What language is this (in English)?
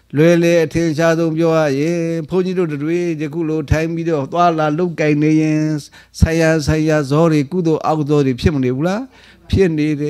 Burmese